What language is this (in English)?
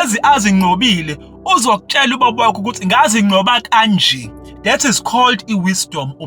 Zulu